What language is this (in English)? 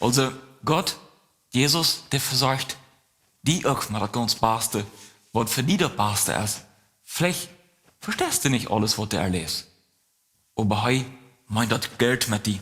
Plautdietsch